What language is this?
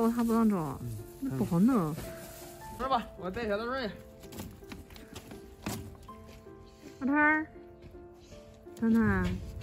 Chinese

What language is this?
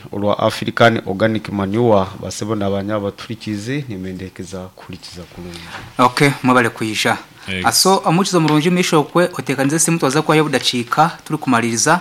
Nyankole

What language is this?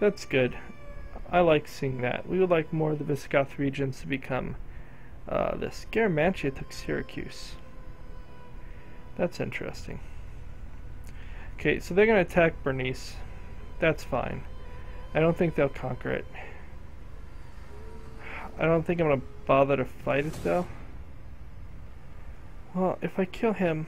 English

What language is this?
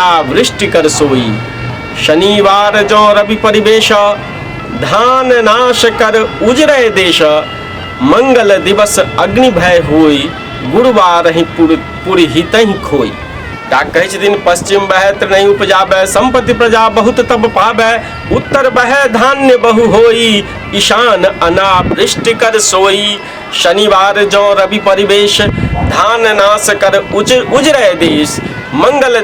Maithili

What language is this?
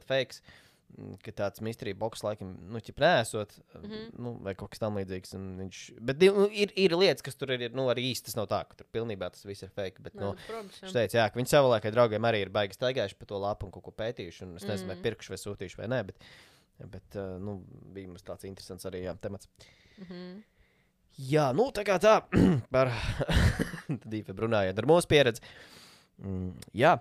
Latvian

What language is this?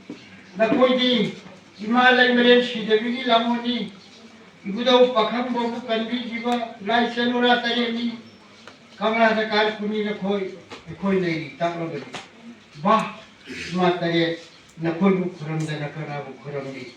Manipuri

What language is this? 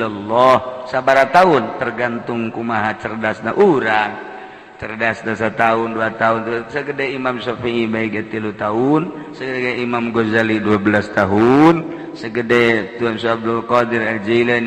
Sundanese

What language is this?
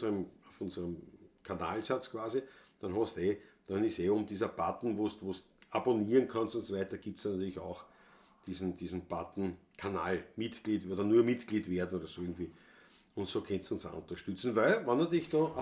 Bavarian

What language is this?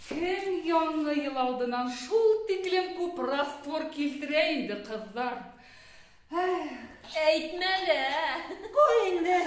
Bashkir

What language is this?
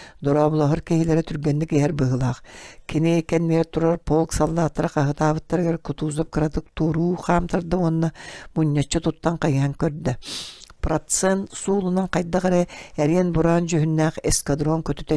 Yakut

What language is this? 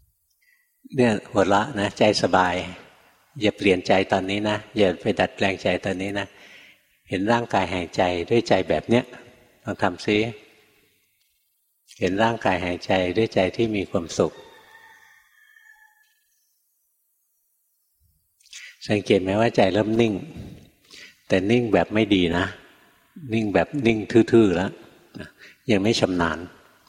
Thai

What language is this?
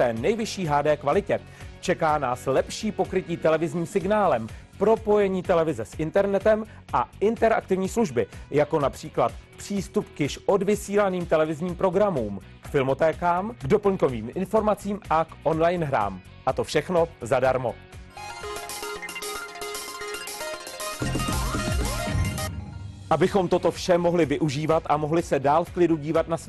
Czech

